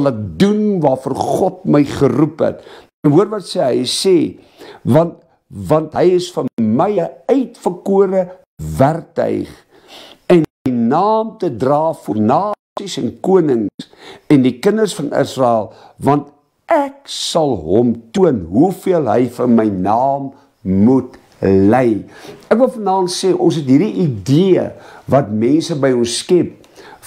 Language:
Afrikaans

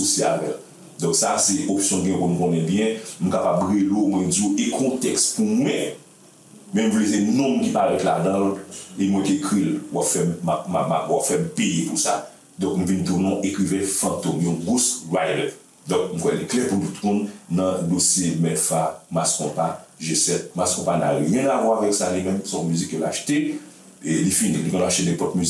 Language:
Haitian Creole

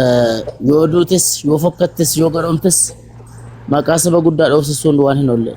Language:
Oromo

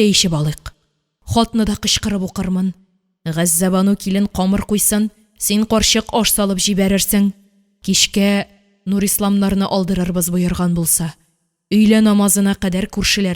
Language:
Tatar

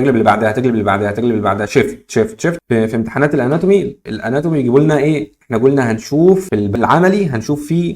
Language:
Egyptian Arabic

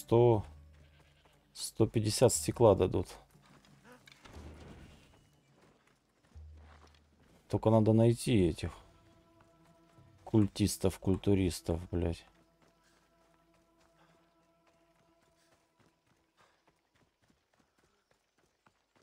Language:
Russian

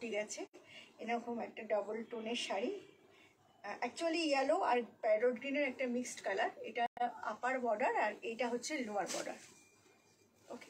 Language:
Bangla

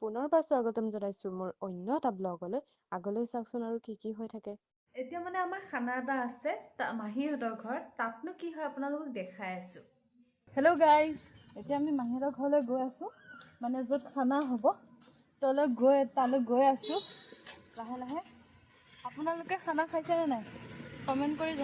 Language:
Assamese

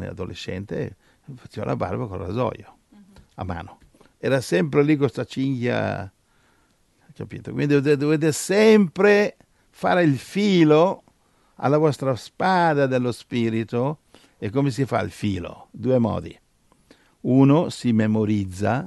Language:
Italian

